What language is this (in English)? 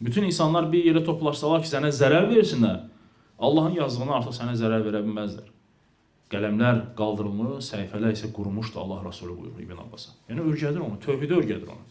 Azerbaijani